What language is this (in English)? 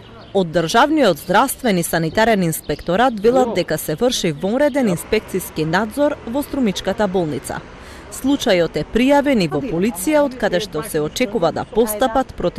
Macedonian